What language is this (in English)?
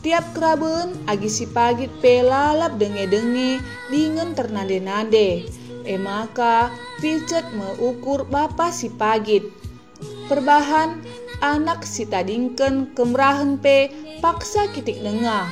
Batak Karo